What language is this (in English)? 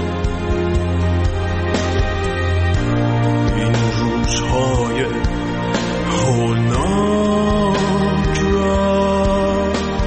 Persian